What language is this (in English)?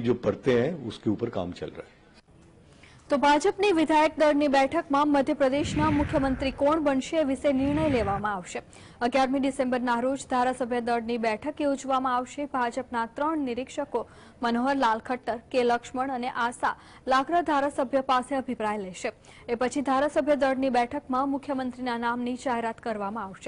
Gujarati